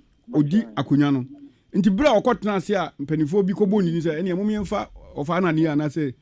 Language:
Akan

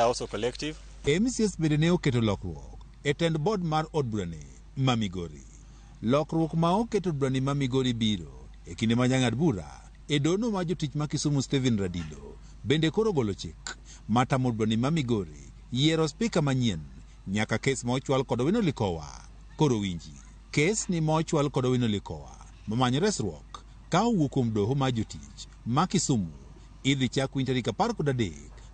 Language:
Luo (Kenya and Tanzania)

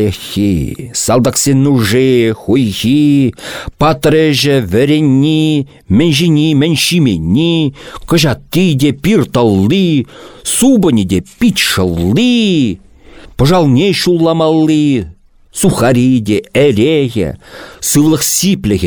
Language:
Chuvash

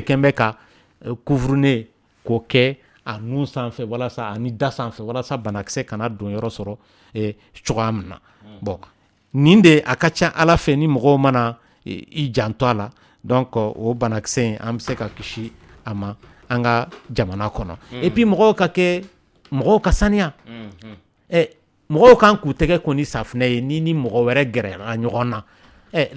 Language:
Dyula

